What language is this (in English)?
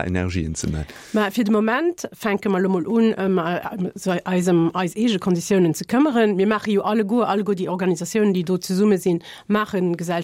Luxembourgish